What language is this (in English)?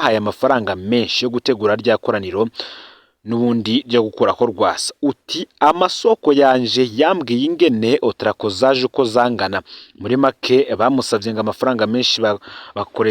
Rundi